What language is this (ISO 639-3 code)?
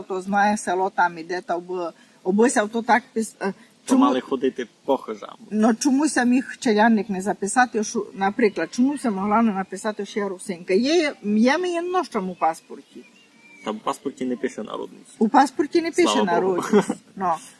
rue